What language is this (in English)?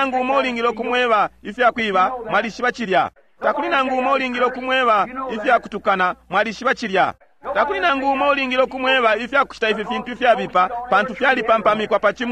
Bemba